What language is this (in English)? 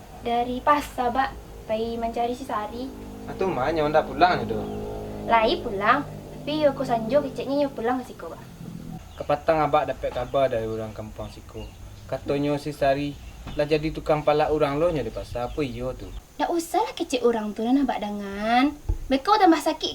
Minangkabau